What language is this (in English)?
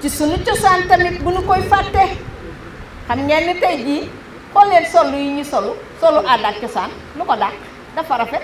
Wolof